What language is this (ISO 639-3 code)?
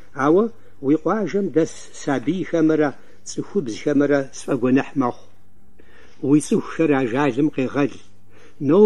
kbd